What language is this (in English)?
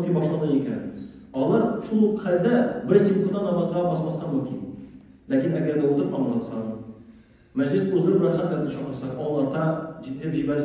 Tatar